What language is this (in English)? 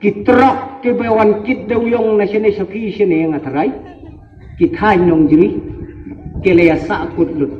Khasi